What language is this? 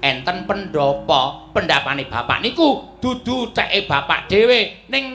Javanese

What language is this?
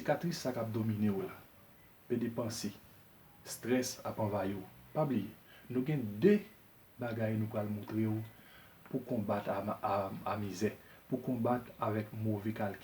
Haitian Creole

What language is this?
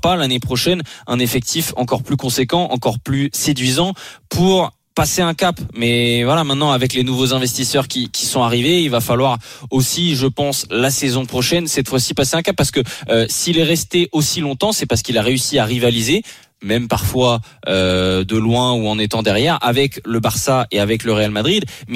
French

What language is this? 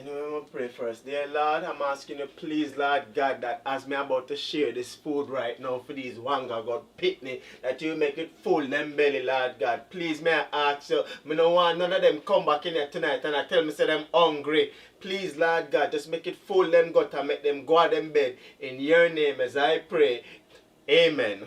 Jamaican Creole English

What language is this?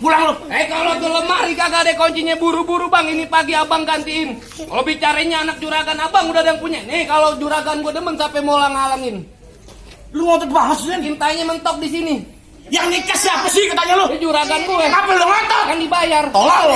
Betawi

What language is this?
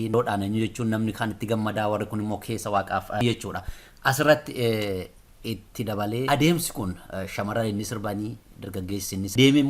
Oromo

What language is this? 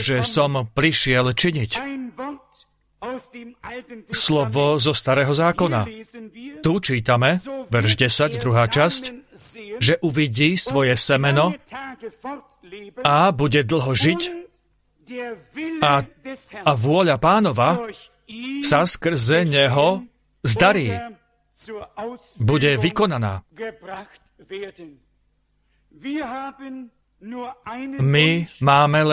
Slovak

